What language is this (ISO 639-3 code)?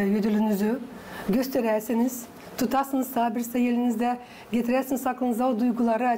gag